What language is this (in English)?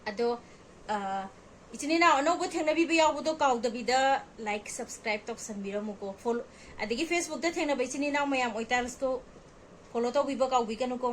Manipuri